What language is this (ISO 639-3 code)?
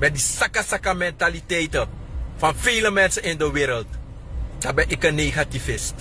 srn